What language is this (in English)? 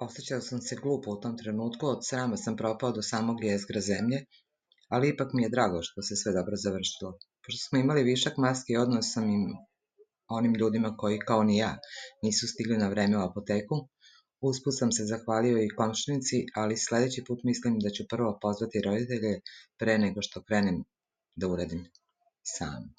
Serbian